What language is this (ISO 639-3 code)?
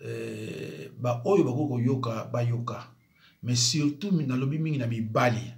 lin